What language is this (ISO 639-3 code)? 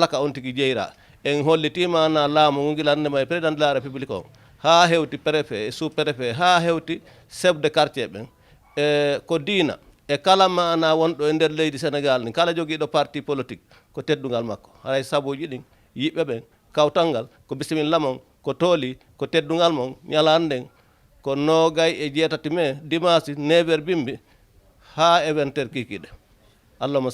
ful